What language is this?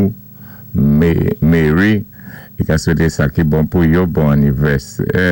Saint Lucian Creole French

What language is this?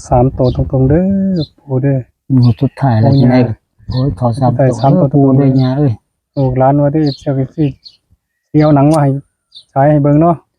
Northeastern Thai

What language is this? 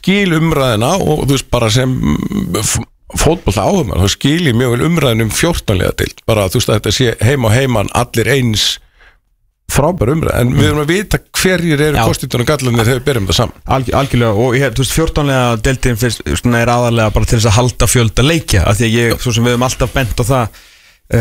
Icelandic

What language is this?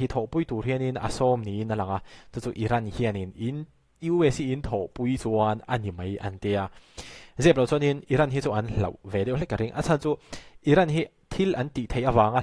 Mizo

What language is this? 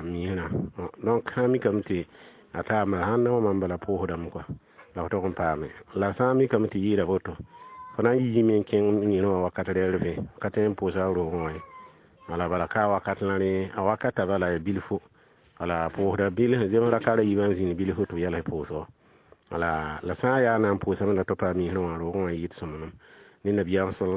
Mossi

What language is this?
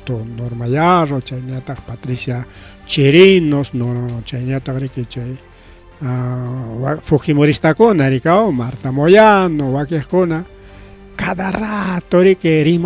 Ayacucho Quechua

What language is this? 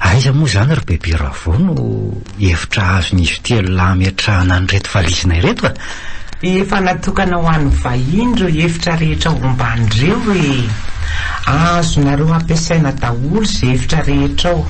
Malagasy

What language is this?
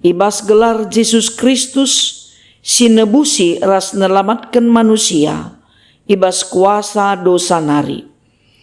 Batak Karo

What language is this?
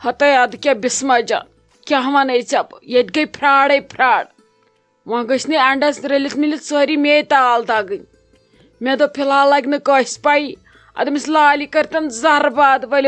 Kashmiri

